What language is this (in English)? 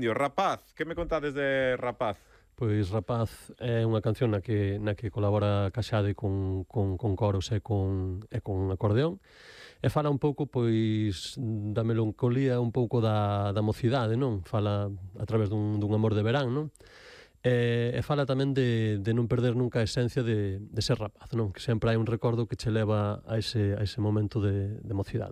Galician